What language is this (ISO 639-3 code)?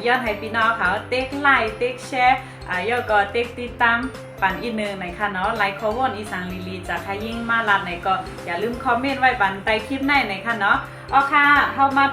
shn